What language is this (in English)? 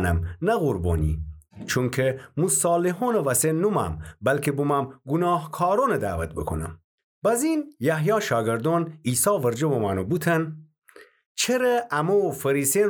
Gilaki